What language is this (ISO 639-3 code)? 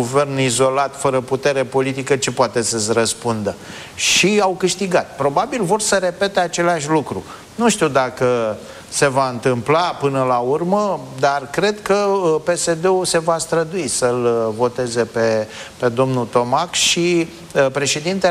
ron